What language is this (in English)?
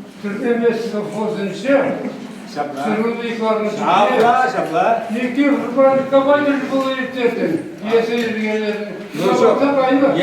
Chuvash